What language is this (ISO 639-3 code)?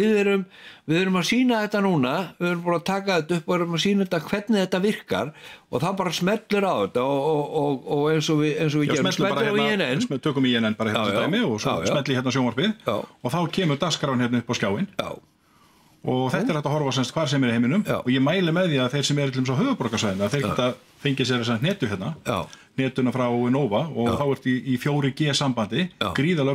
isl